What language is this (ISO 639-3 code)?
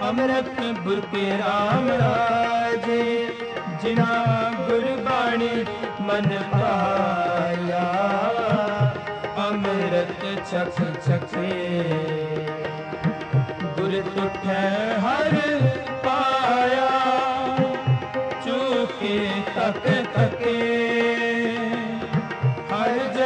pan